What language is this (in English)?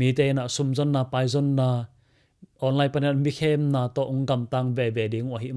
Tedim Chin